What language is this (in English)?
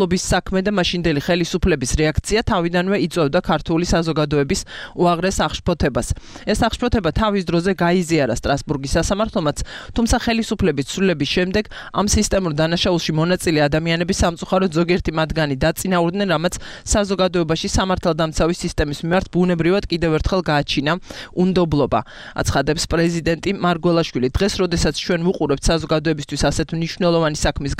Georgian